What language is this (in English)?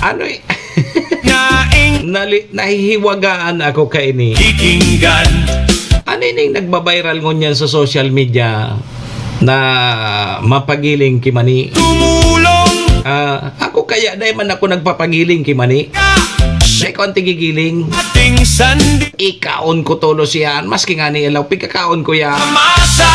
Bikol